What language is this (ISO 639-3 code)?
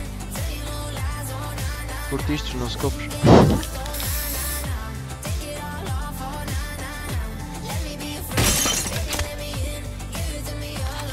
por